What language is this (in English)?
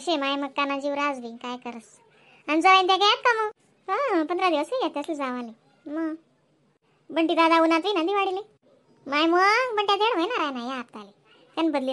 Khandesi